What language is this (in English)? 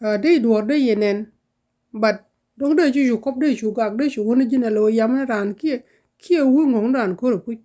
Nuer